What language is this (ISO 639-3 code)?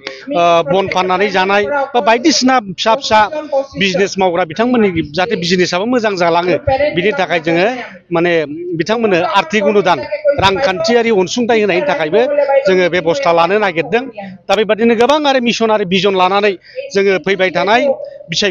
brx